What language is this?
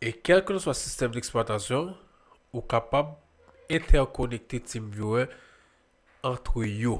Haitian Creole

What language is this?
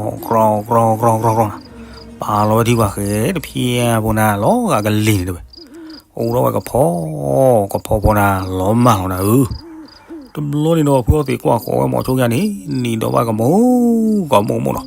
S'gaw Karen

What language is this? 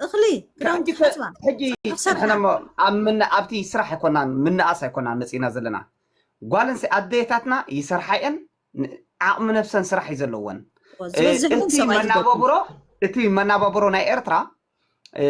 Tigrinya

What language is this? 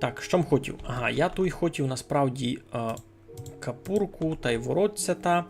Rusyn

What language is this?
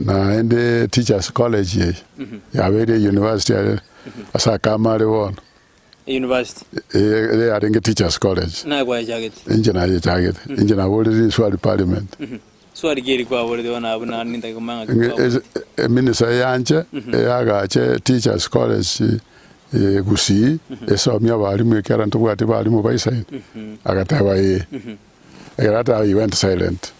Gusii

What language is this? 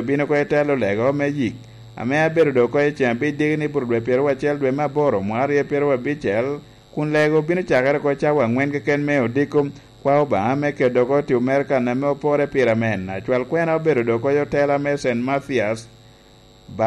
Lango (Uganda)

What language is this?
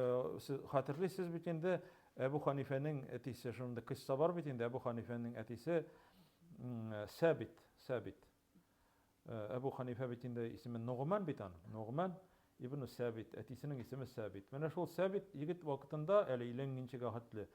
Tatar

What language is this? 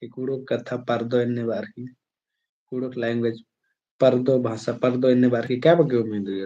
Kurukh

